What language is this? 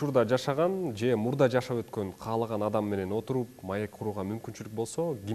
Kyrgyz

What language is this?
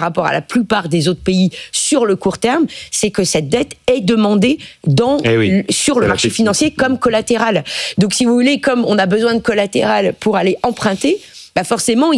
French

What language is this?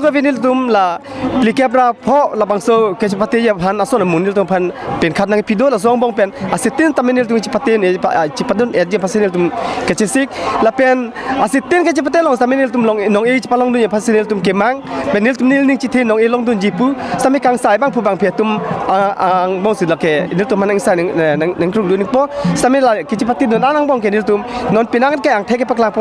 Karbi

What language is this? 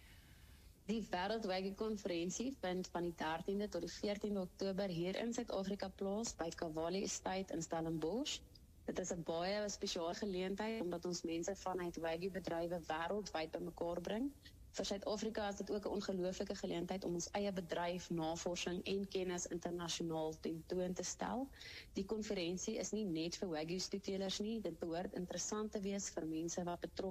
Afrikaans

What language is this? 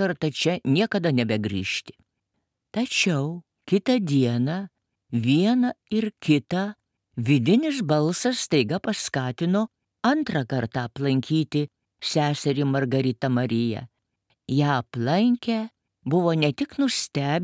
Lithuanian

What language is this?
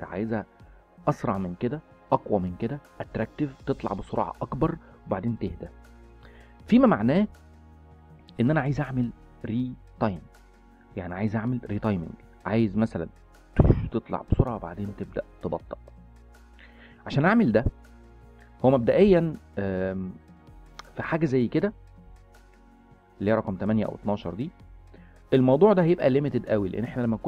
Egyptian Arabic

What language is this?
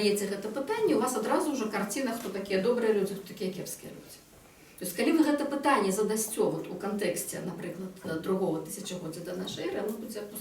Belarusian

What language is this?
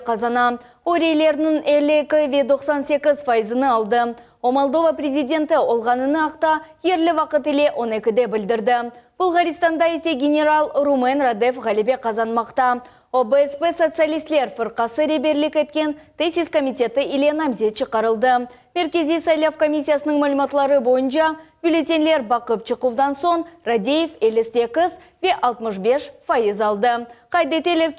Crimean Tatar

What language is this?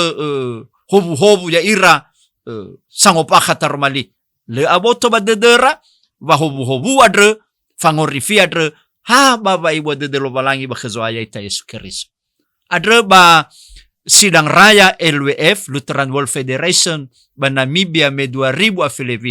Nias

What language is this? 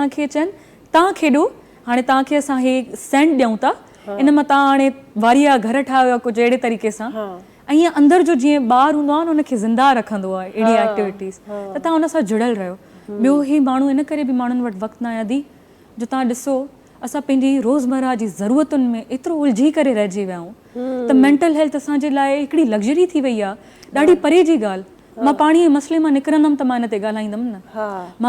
Sindhi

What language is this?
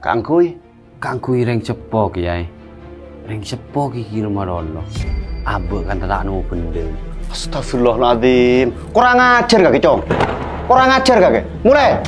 Madurese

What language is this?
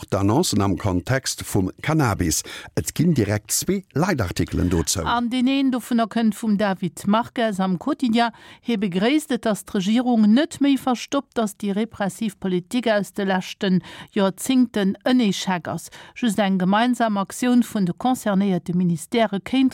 Luxembourgish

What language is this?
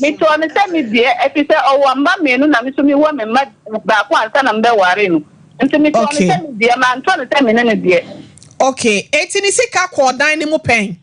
Akan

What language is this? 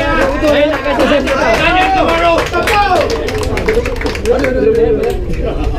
Malay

